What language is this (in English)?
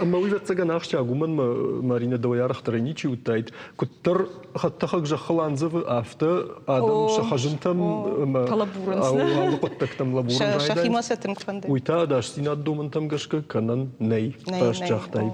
Ossetic